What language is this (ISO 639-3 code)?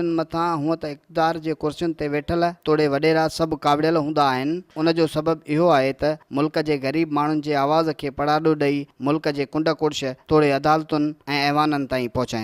snd